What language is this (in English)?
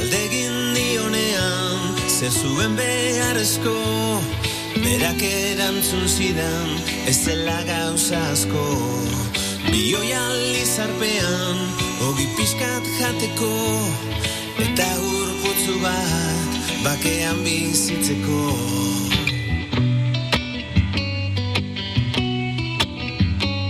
Basque